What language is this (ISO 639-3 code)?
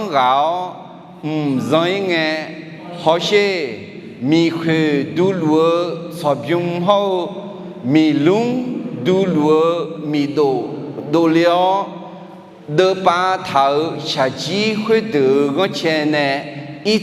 ahk